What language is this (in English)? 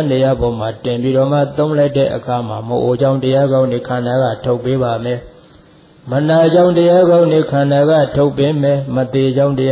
Burmese